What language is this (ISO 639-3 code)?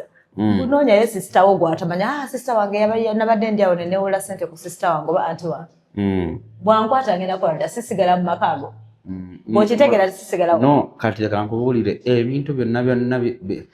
lug